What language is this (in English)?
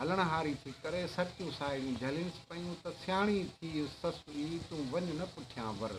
Sindhi